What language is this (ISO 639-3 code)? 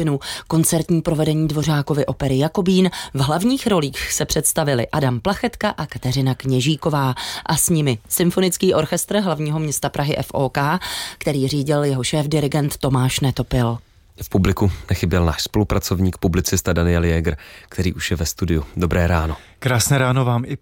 ces